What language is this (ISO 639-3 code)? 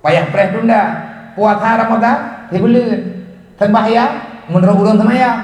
ace